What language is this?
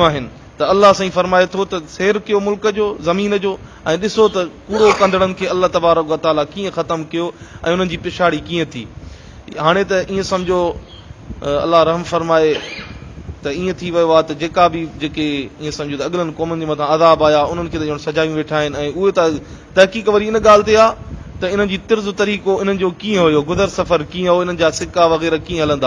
Sindhi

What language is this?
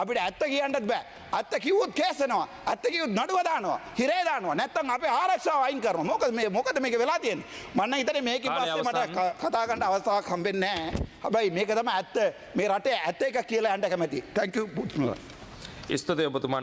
Sinhala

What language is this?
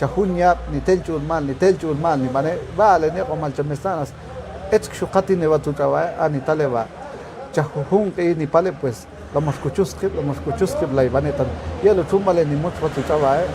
Ixil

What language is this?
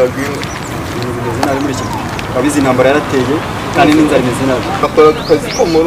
Kinyarwanda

